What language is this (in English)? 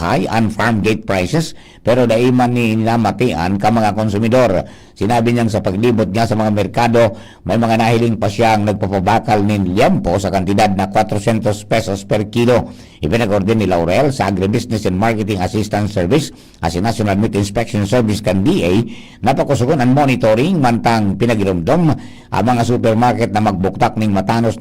Bikol